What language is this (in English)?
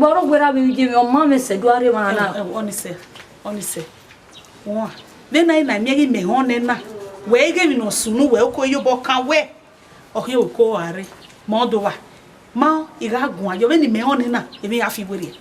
Bini